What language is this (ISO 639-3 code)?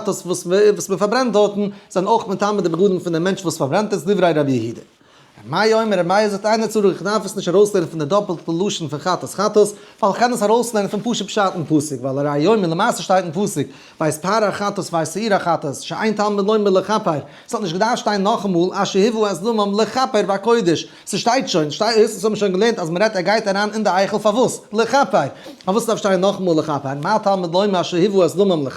yid